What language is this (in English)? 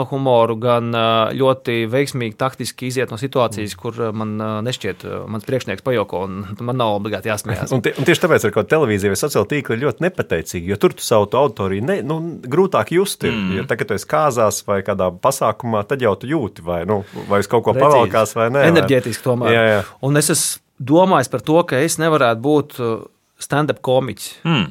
Latvian